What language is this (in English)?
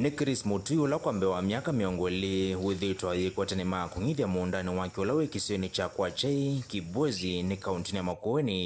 Kamba